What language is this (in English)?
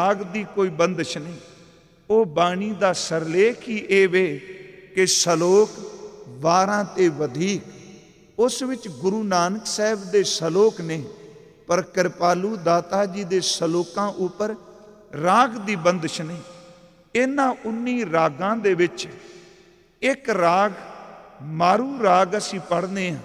Punjabi